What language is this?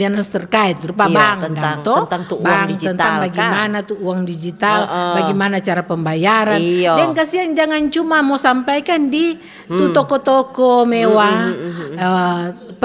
Manado Malay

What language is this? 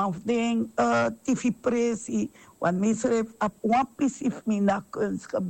Sranan Tongo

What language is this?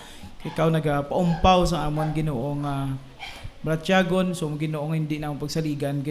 Hiligaynon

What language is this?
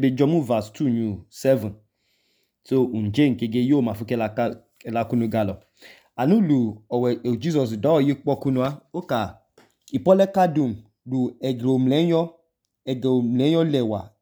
Idoma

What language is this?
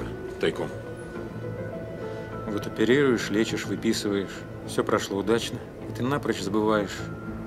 Russian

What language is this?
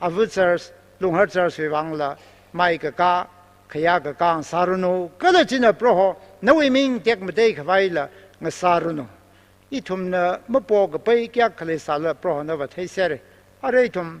Tangkhul Naga (India)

